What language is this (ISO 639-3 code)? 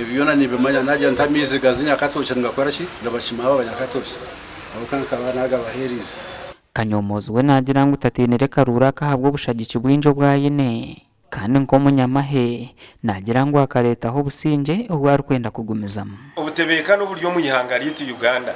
nyn